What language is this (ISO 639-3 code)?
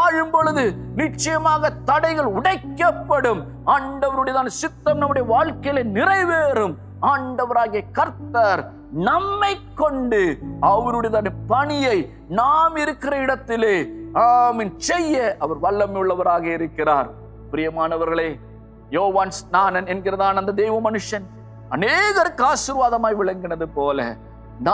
tam